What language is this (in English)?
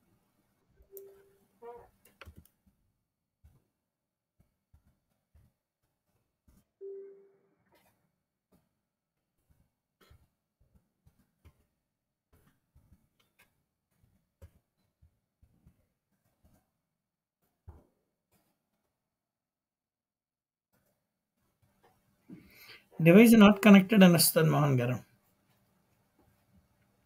Telugu